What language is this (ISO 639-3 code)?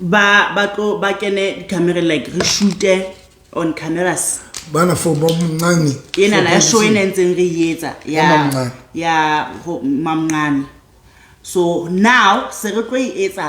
sot